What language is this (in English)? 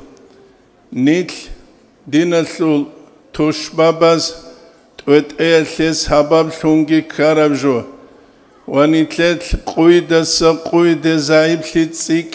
Avaric